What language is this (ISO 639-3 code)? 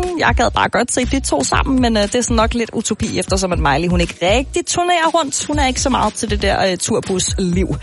dan